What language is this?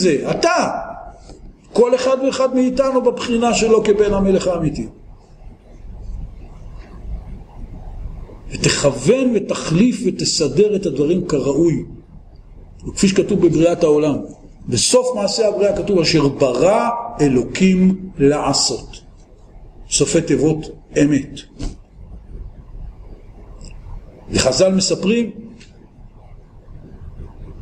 Hebrew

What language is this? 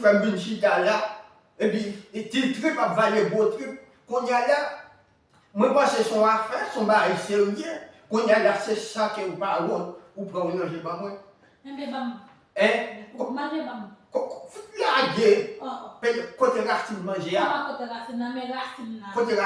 Haitian Creole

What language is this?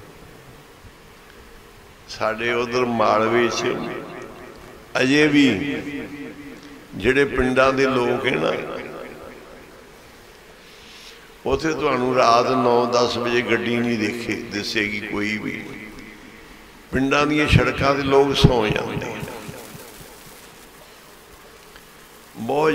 Punjabi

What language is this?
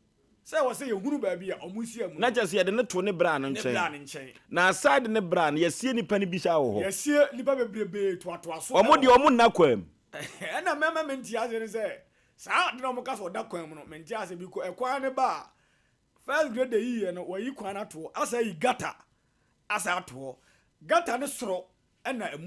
Akan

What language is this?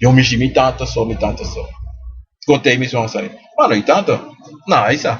Sranan Tongo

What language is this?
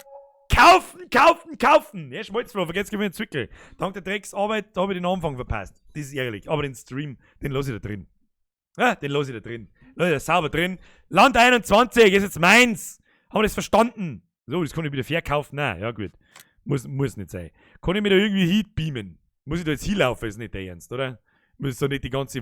Bavarian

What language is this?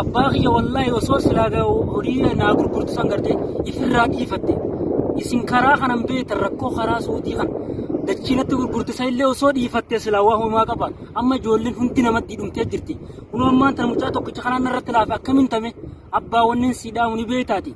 Oromo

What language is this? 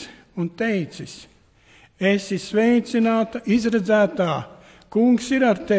Latvian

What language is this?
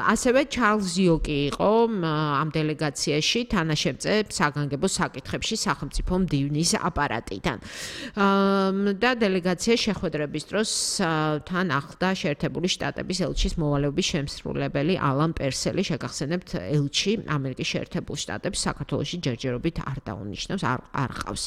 Georgian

